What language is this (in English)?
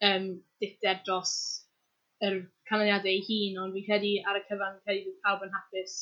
Welsh